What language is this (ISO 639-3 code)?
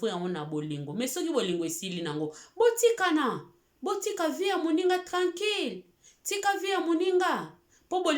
lin